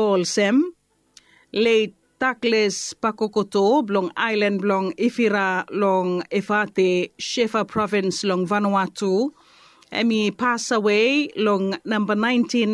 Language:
Bislama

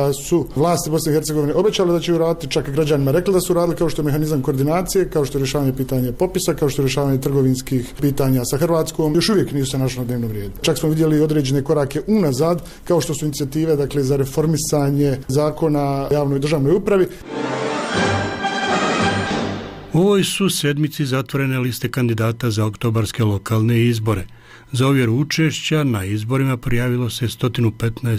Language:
Bosnian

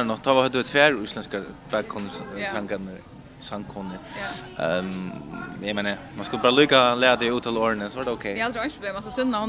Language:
Faroese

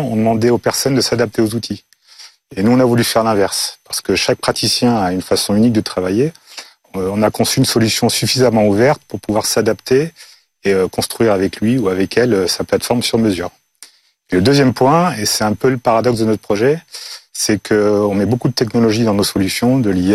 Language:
French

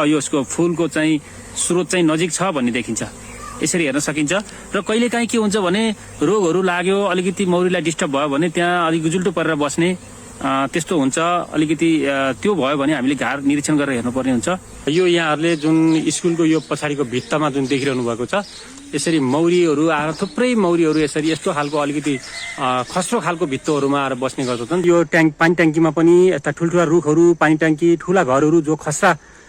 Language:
Nepali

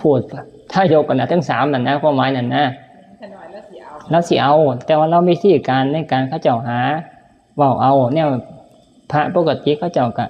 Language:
Northeastern Thai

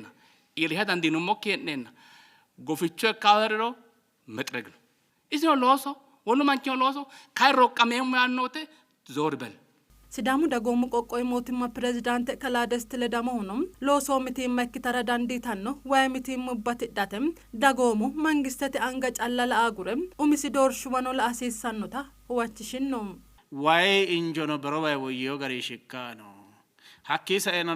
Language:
Sidamo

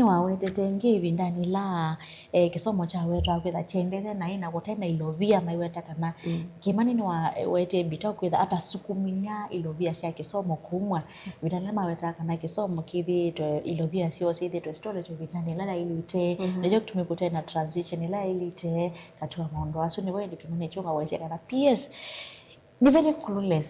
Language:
Kamba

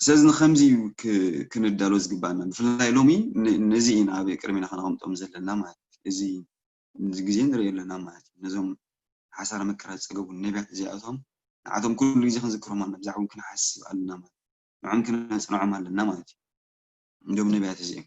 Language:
Tigrinya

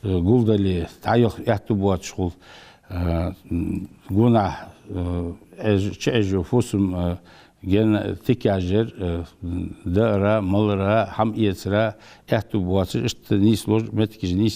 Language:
Ingush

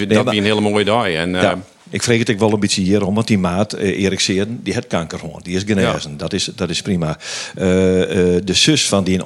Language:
Western Frisian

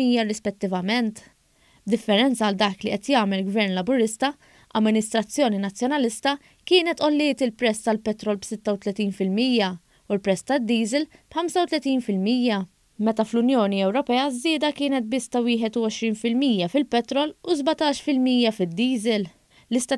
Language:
Maltese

